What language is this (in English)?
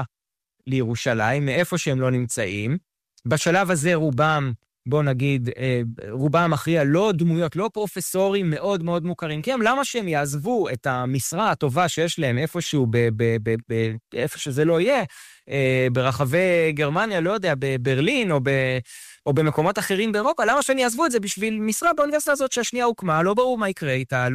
Hebrew